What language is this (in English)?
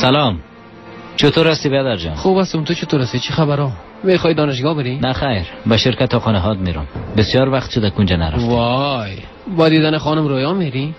Persian